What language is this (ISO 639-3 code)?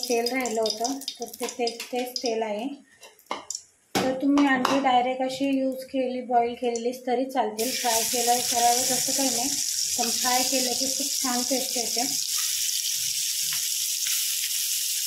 mar